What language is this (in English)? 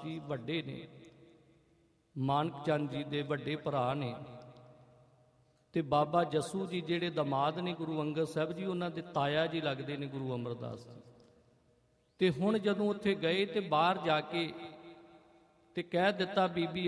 Punjabi